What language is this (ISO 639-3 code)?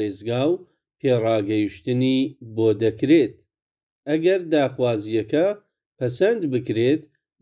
ckb